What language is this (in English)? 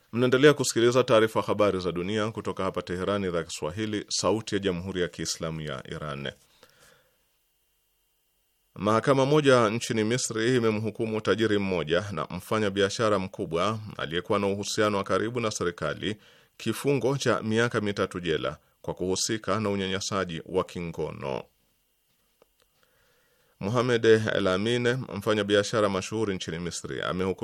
Swahili